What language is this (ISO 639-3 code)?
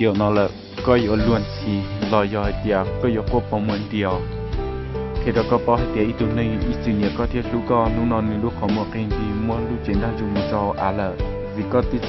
hmn